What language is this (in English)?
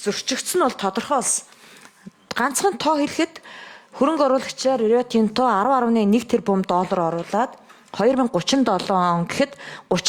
Mongolian